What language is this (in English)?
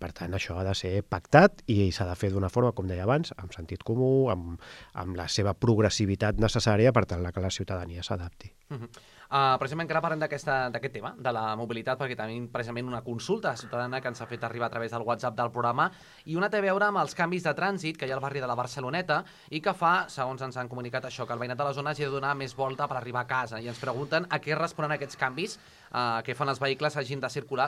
Catalan